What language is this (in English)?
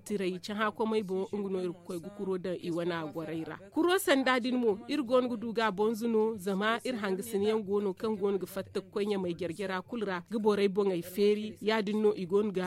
Zarma